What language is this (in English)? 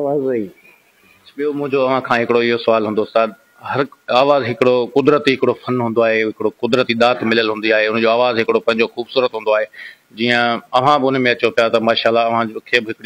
Sindhi